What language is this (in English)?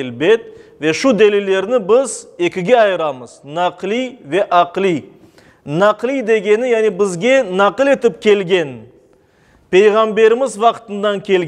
Crimean Tatar